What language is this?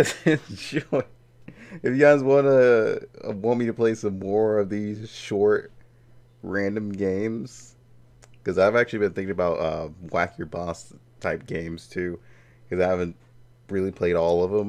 English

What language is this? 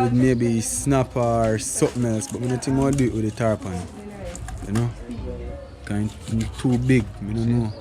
Jamaican Creole English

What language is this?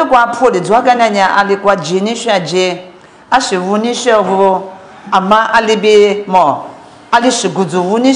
Lisu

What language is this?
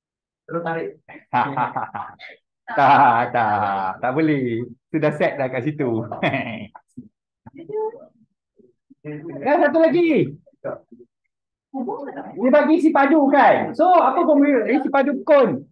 Malay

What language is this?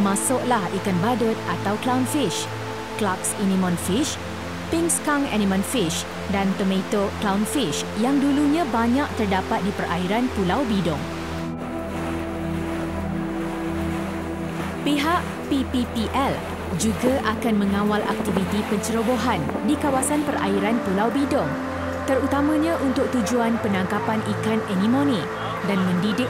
Malay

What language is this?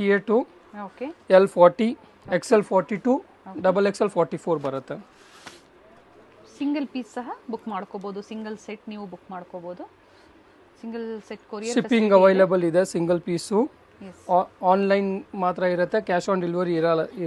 Kannada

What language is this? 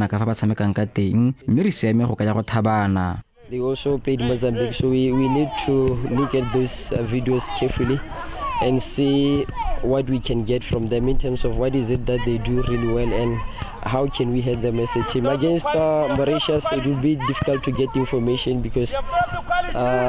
Tswana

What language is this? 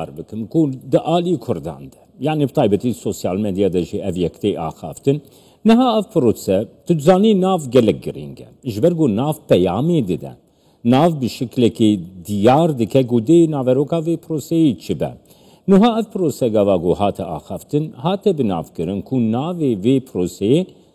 Kurdish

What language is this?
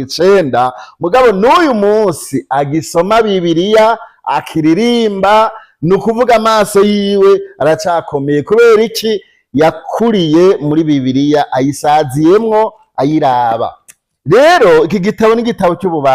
Rundi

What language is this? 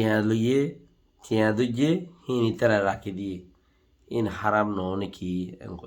Rohingya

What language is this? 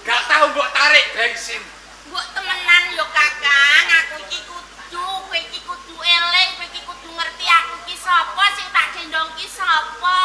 Javanese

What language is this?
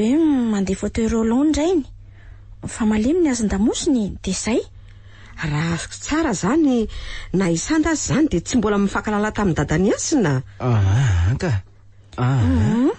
Malagasy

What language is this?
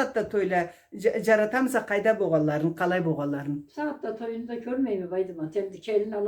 Karachay-Balkar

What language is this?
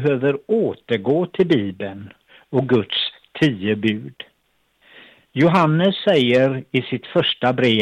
Swedish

